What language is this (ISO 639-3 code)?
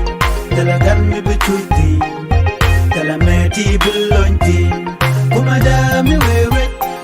nus